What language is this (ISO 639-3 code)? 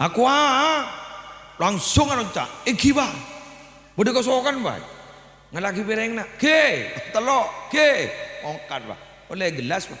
mad